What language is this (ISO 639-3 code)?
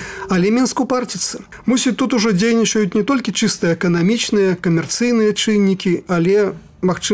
bel